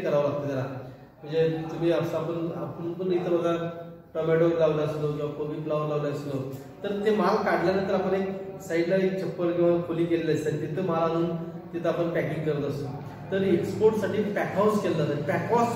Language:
Marathi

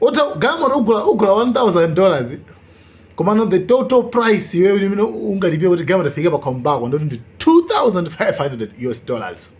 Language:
Nyanja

